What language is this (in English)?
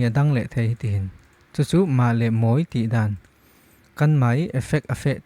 Falam Chin